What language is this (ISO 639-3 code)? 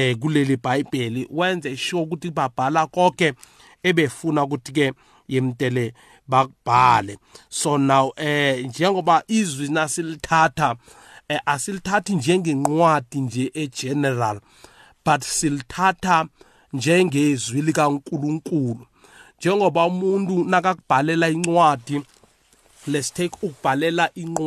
nbl